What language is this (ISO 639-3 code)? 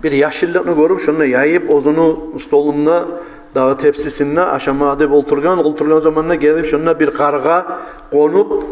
kum